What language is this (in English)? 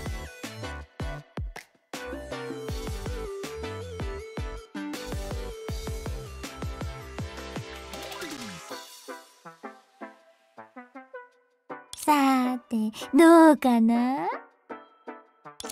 Japanese